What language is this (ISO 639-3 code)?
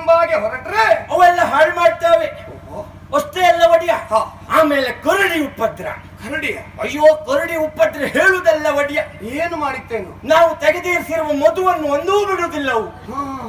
kan